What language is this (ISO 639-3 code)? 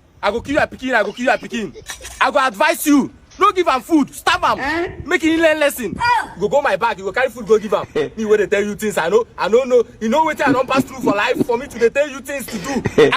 pcm